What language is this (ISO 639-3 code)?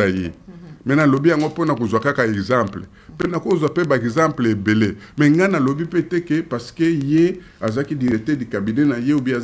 lin